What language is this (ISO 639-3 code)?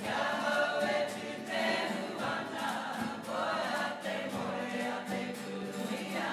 mri